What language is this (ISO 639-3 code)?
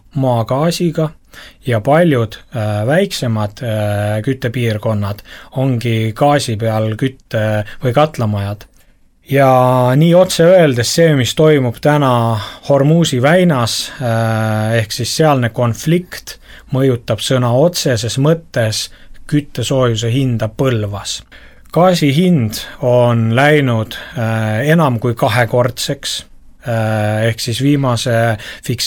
est